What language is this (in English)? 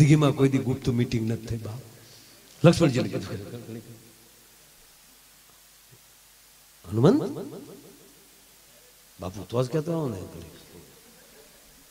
Gujarati